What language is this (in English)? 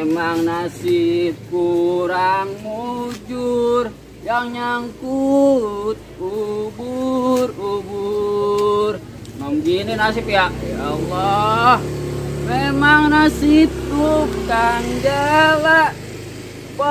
Betawi